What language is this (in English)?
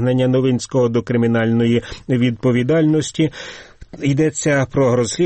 Ukrainian